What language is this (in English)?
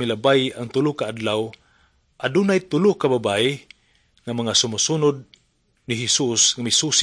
Cebuano